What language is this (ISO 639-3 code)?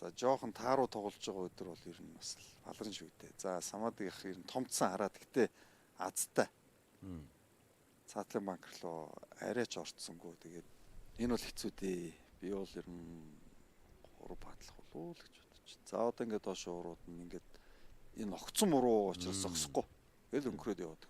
mon